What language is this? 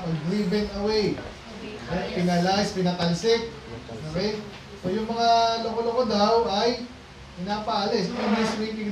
Filipino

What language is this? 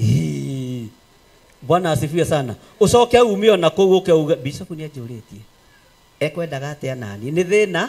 Kikuyu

